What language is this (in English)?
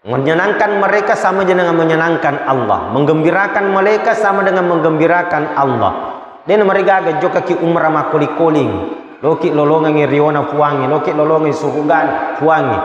Buginese